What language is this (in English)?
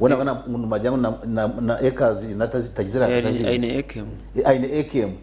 Nyankole